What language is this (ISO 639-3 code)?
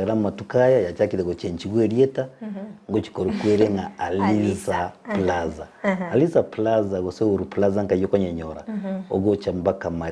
guz